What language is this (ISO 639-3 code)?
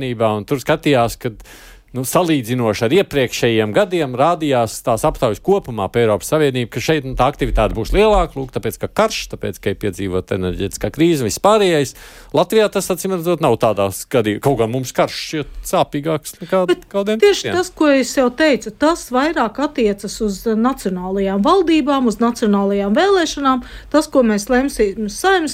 lav